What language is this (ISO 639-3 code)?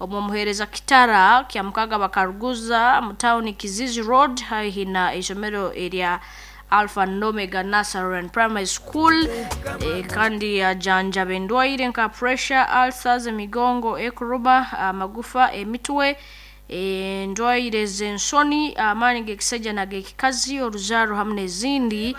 nyn